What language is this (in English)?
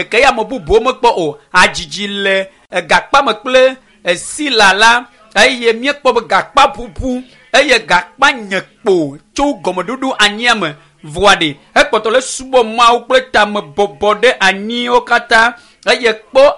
Ewe